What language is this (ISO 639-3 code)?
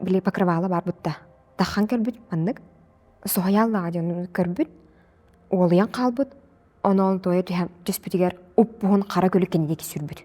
sah